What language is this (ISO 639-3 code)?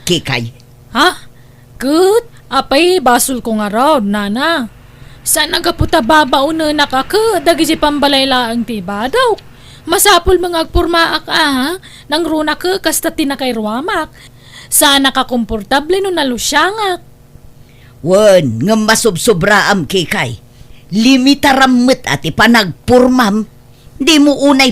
ilo